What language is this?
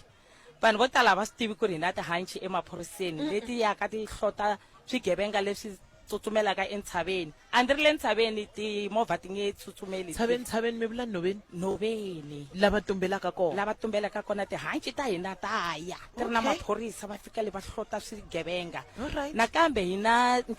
Tsonga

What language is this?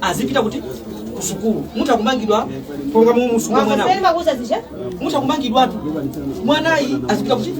Nyanja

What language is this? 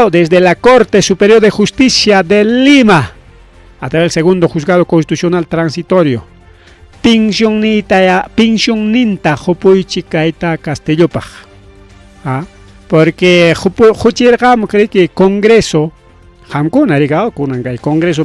Ayacucho Quechua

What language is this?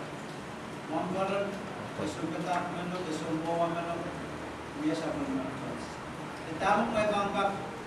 Pohnpeian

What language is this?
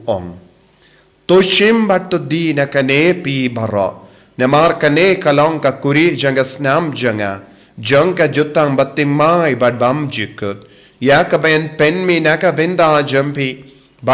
Khasi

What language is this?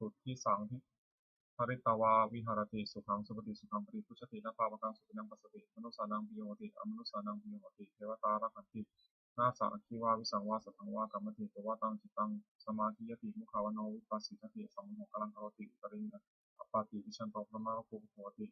Pali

